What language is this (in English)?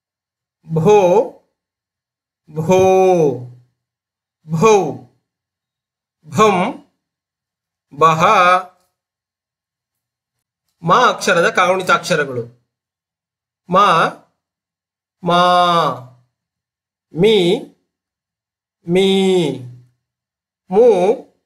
Kannada